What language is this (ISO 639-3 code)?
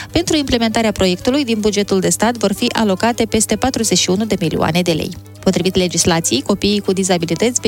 ron